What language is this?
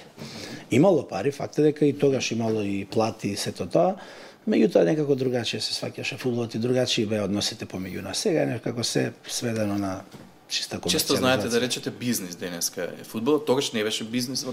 Macedonian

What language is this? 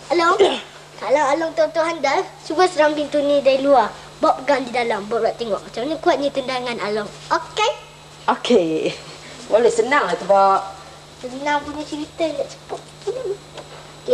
Malay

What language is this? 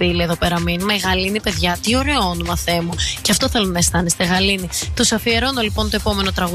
Greek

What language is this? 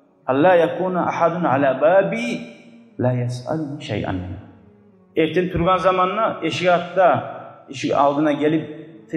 Kumyk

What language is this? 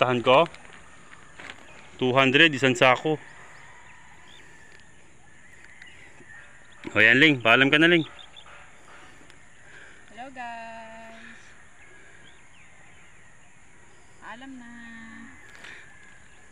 Filipino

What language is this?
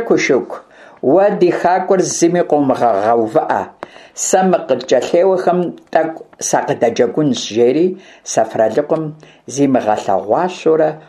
Kabardian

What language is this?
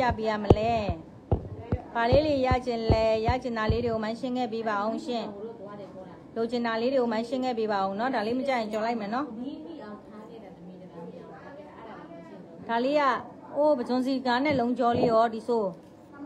Burmese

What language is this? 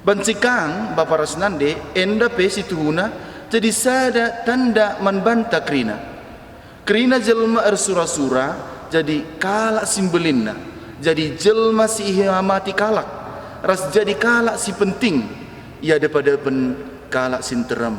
Batak Karo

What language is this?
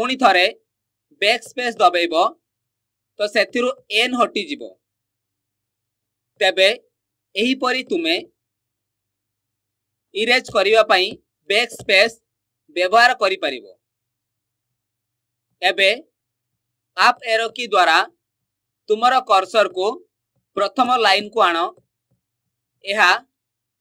Odia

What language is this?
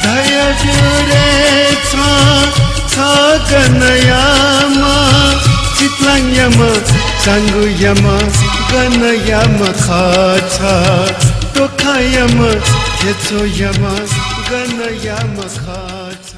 Newari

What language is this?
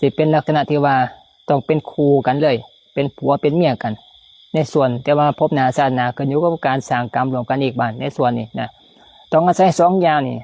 Lao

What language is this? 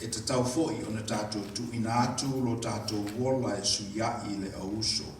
Samoan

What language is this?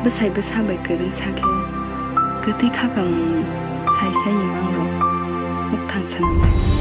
Kok Borok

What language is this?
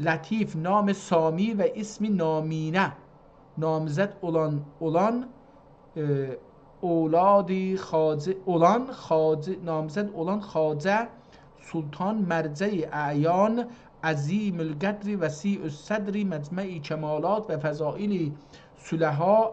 South Azerbaijani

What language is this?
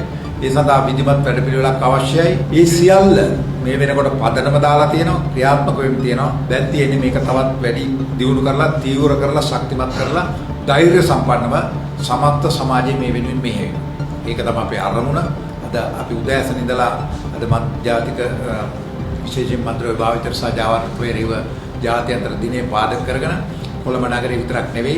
Sinhala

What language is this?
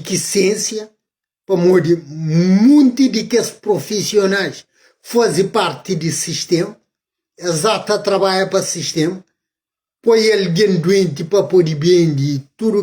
Kabuverdianu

